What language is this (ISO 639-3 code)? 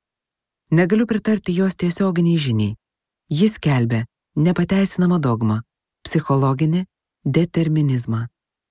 lit